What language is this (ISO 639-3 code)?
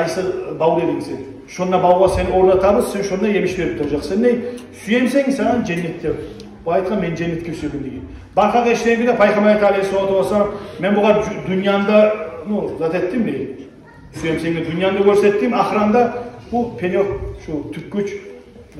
kum